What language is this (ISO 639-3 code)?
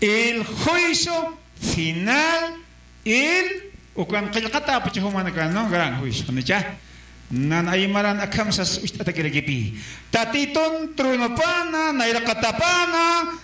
aym